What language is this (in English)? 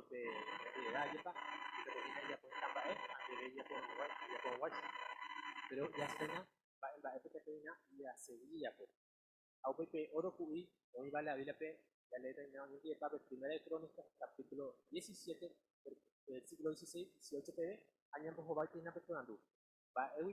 Guarani